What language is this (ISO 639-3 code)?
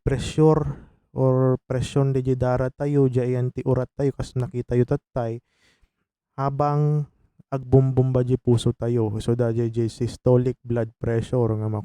ilo